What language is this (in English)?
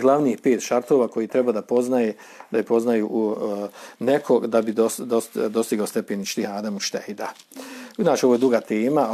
Bosnian